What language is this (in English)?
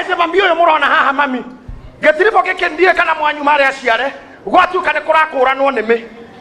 Kikuyu